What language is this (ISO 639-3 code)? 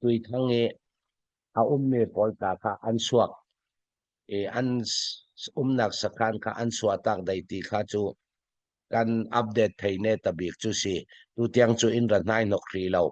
cfm